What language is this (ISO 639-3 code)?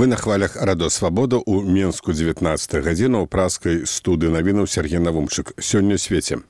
bel